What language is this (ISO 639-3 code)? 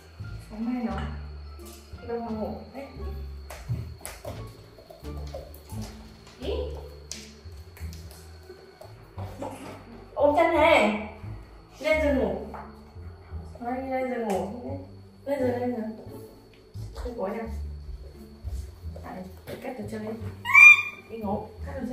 vie